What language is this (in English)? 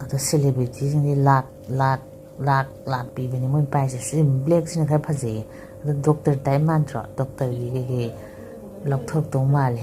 Manipuri